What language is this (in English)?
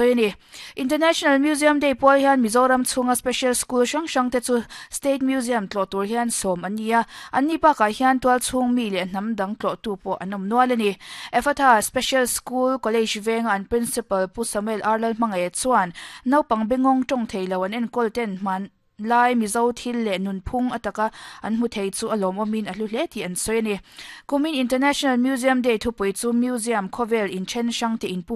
Mizo